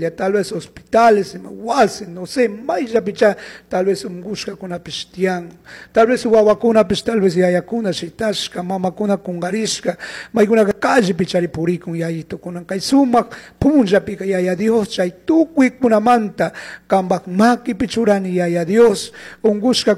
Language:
Chimborazo Highland Quichua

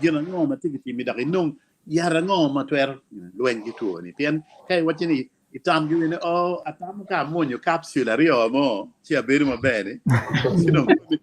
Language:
Acoli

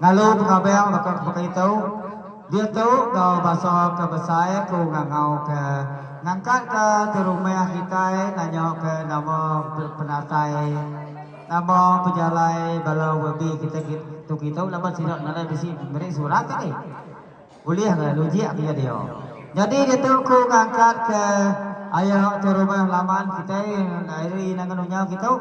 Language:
Iban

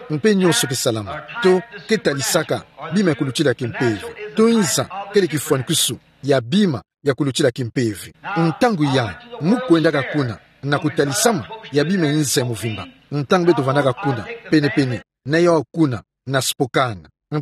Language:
Kituba (Democratic Republic of Congo)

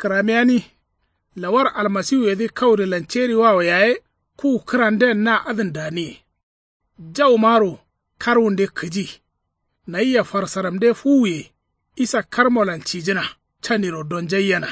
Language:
Kanuri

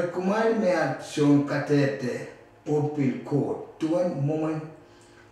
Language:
Pohnpeian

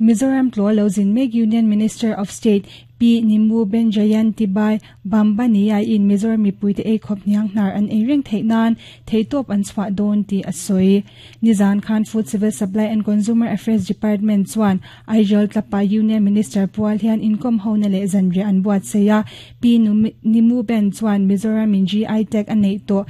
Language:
Mizo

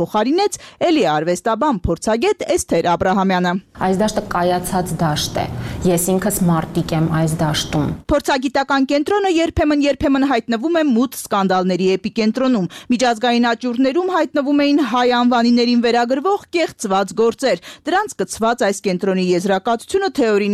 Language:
Armenian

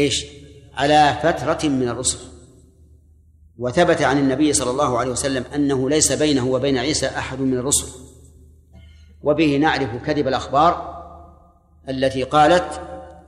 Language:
Arabic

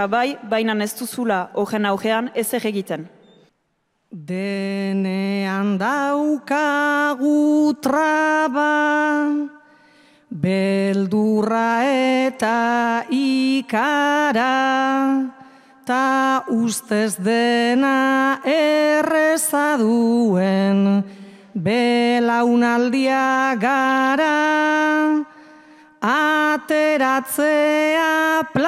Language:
Basque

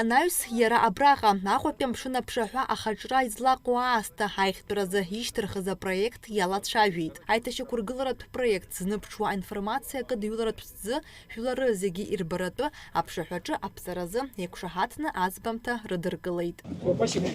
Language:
Abkhazian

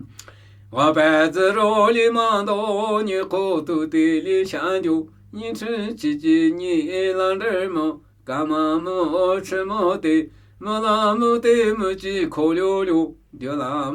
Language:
Namuyi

